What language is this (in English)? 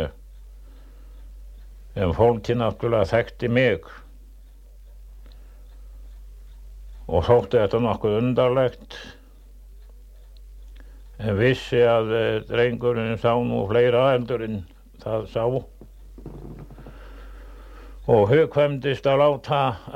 Icelandic